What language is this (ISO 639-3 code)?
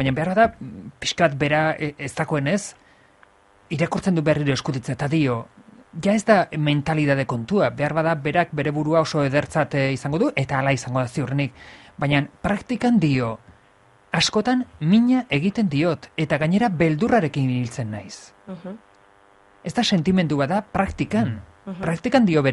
eus